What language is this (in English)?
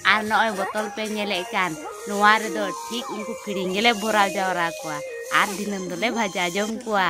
Santali